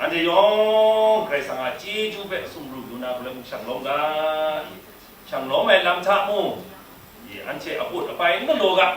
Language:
Kachin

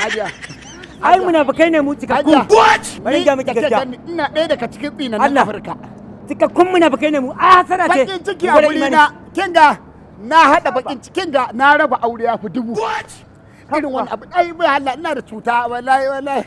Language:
Hausa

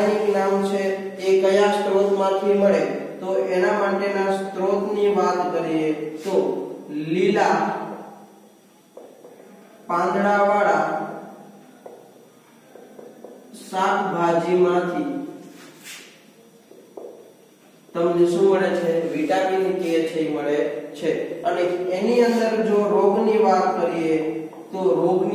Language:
Gujarati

